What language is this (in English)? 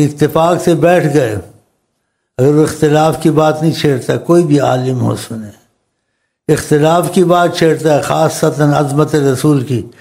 Urdu